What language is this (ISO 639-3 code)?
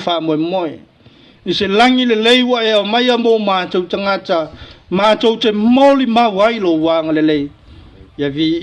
smo